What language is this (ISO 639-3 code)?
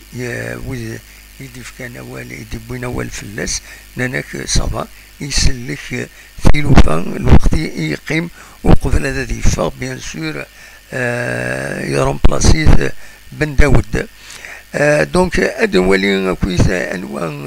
kab